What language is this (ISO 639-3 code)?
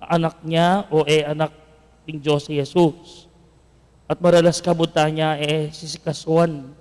pam